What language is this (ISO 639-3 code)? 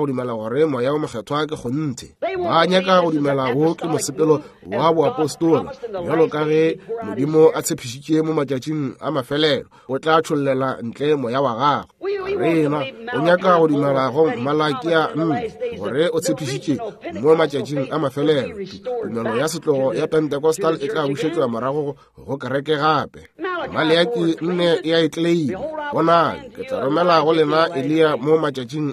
nso